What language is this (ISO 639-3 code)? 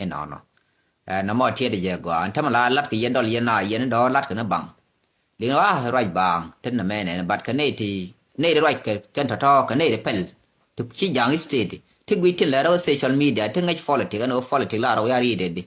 nus